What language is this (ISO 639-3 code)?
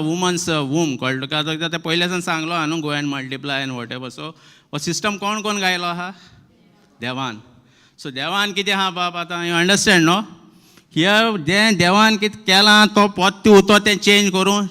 kok